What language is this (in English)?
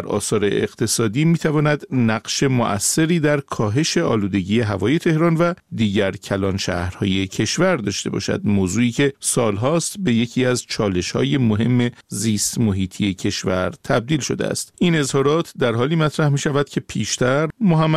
Persian